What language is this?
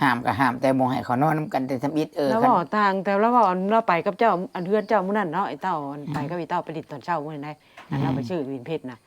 Northeastern Thai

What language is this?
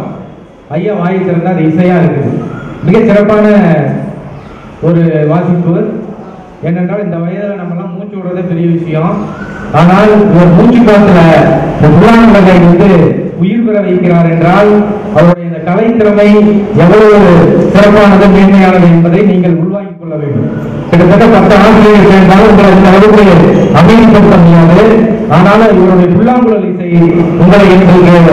Tamil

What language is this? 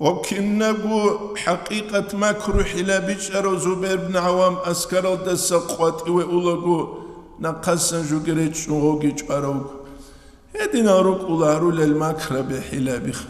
Avaric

